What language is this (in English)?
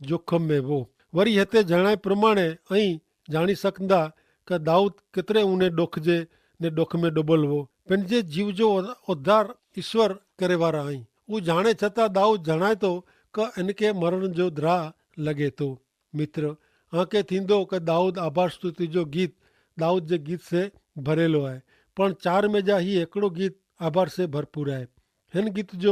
Kachhi